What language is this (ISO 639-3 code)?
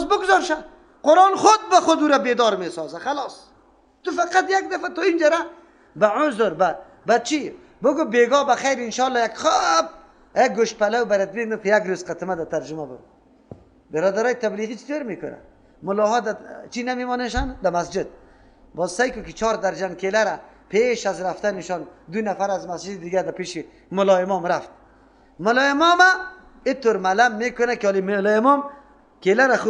fas